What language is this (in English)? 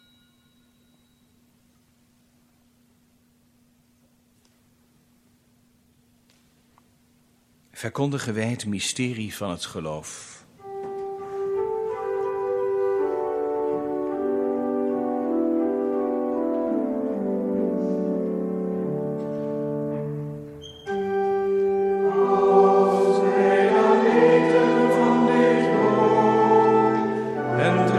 Dutch